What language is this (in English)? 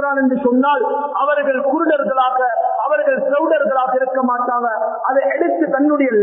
Tamil